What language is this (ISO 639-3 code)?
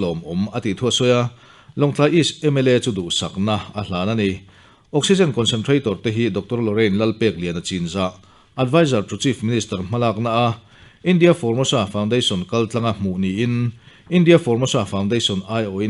lus